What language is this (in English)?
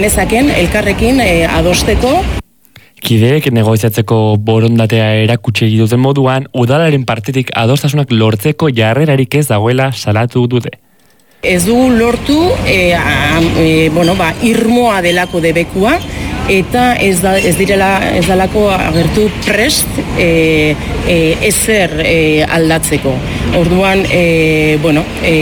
Basque